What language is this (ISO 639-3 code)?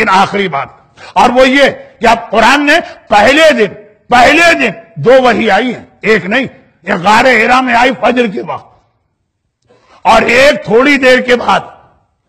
urd